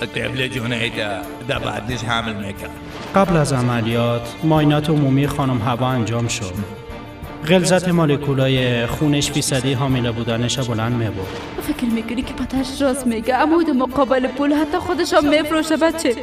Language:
Persian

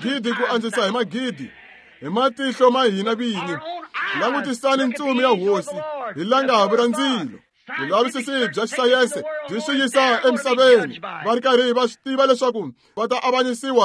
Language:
Tsonga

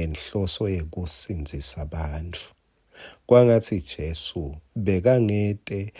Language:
Swati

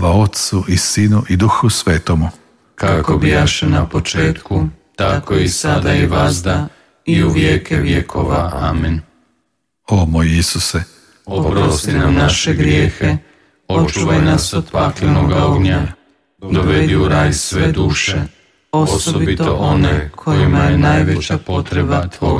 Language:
Croatian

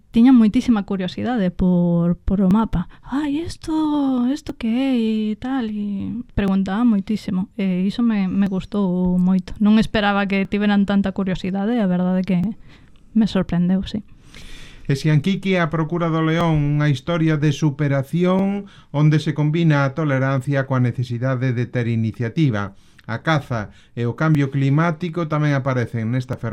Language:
Galician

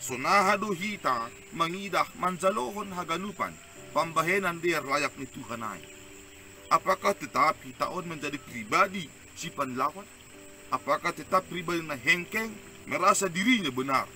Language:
Batak Simalungun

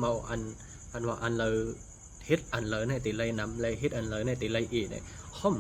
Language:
Shan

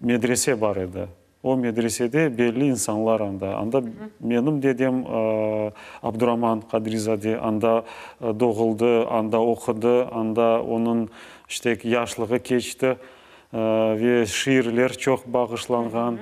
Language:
Crimean Tatar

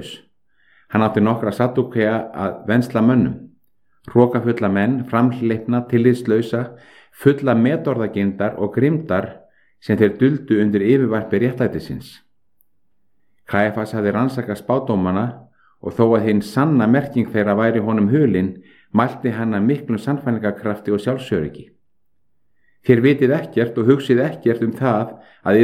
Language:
Icelandic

